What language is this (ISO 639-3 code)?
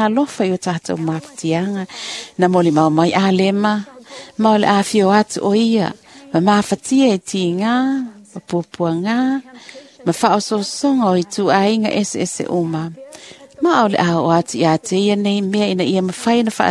smo